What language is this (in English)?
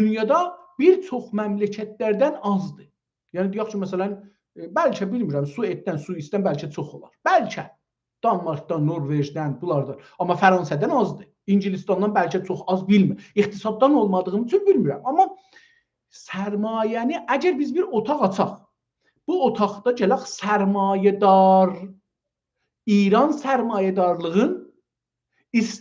South Azerbaijani